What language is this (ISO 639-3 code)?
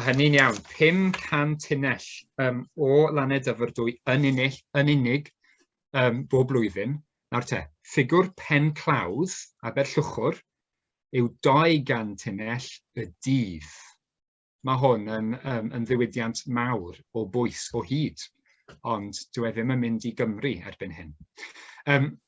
cym